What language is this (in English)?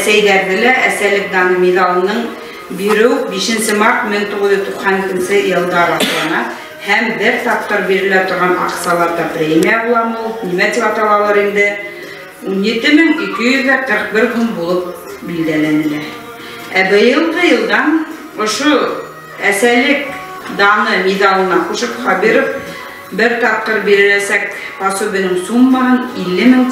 Bashkir